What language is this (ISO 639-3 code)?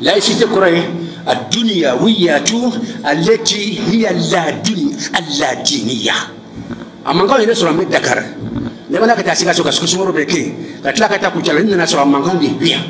bam